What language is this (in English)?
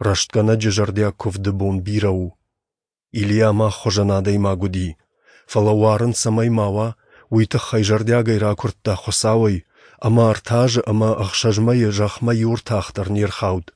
Ossetic